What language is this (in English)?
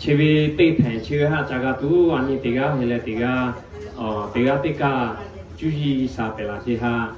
Lahu